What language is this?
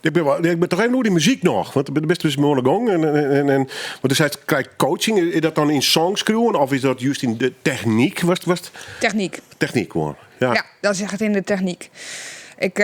Western Frisian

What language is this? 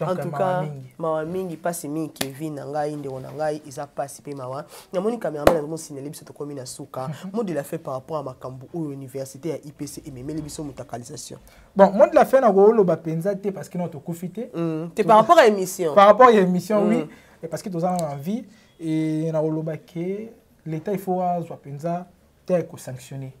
Lingala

